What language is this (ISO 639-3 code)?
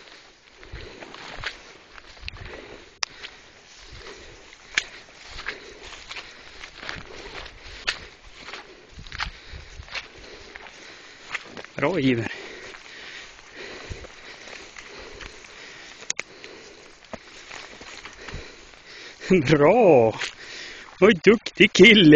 swe